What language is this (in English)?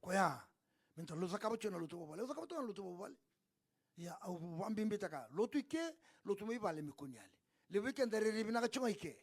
Fijian